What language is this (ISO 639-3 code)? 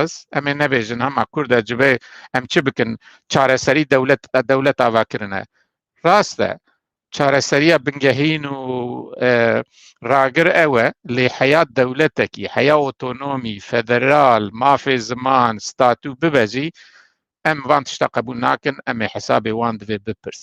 kur